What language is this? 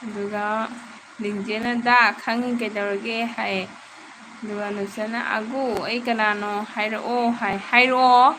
Manipuri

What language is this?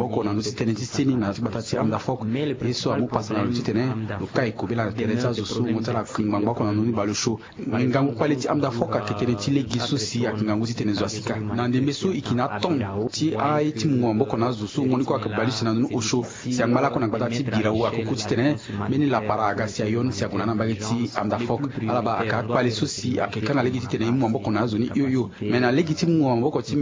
Sango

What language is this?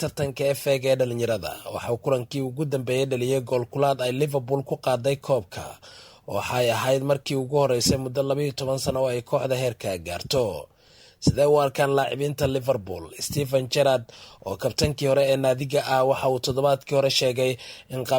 Somali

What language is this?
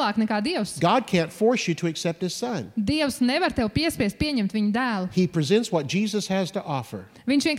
Latvian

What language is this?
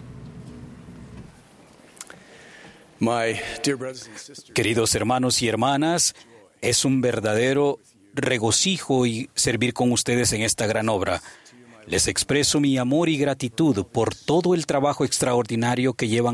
Spanish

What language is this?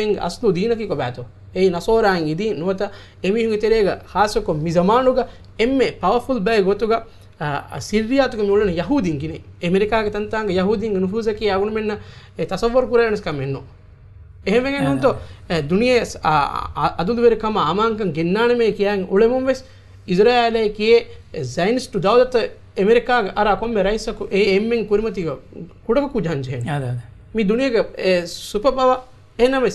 Divehi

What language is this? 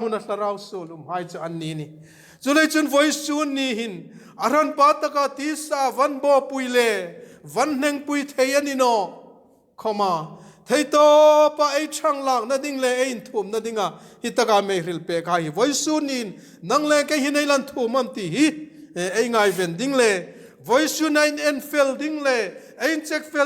Hmar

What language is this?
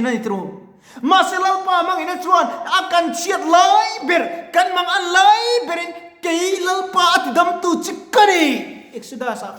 Mizo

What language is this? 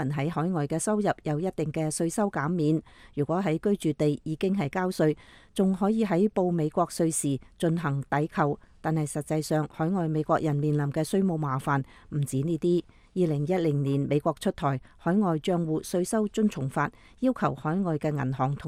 Cantonese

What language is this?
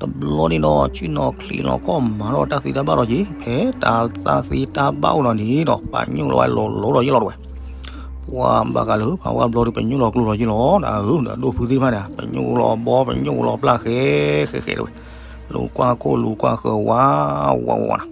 S'gaw Karen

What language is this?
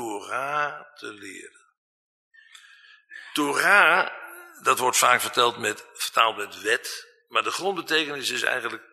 Dutch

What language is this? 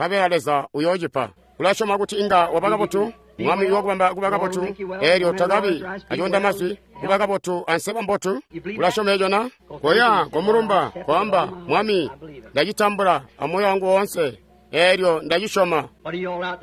Tonga (Zambia)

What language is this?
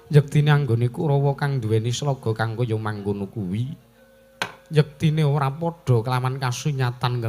Javanese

